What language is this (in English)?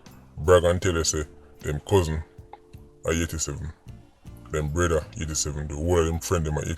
Jamaican Creole English